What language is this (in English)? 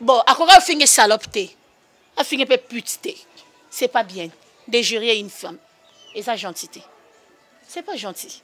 Lingala